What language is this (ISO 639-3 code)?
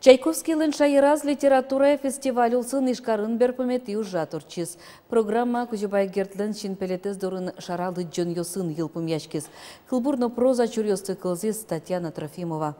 udm